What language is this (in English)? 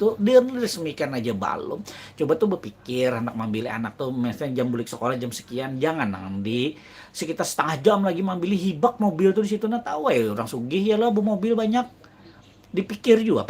Banjar